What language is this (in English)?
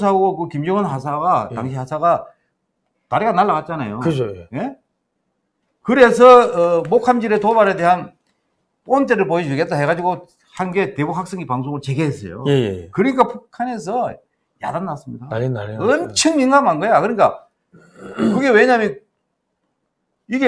Korean